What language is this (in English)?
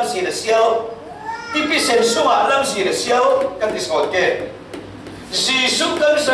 Falam Chin